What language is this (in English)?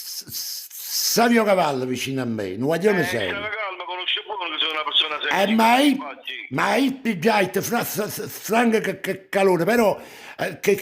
Neapolitan